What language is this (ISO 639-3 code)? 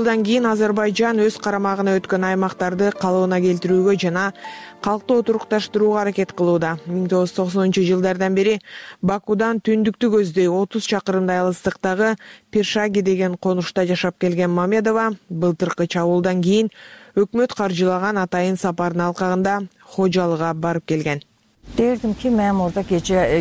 kir